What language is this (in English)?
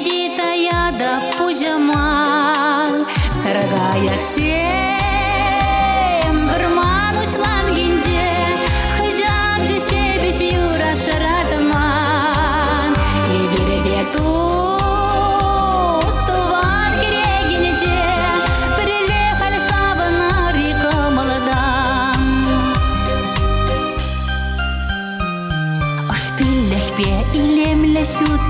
Chuvash